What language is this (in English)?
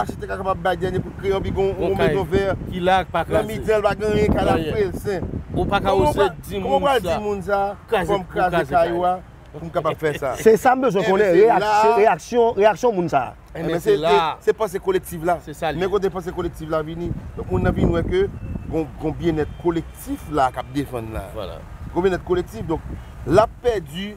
Haitian Creole